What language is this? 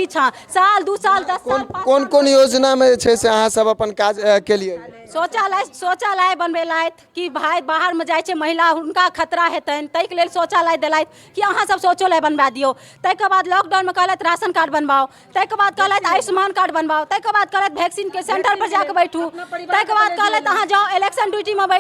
Maithili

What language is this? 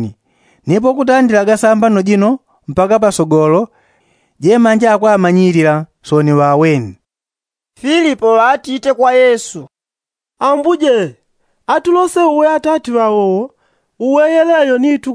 Yao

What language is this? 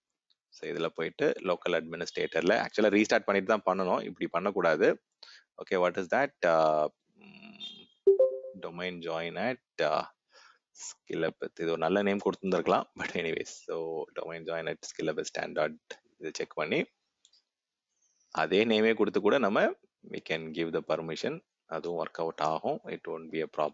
Tamil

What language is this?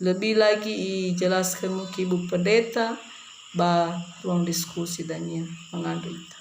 Nias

